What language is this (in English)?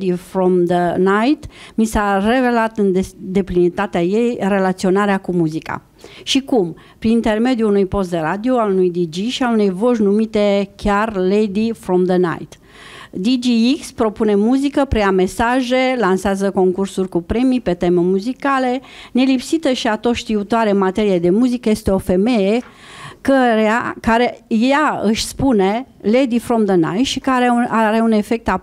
Romanian